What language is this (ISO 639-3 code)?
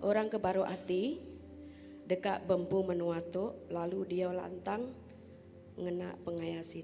iba